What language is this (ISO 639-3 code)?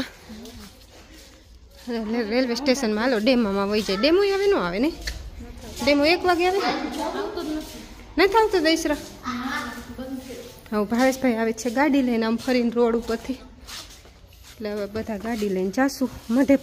guj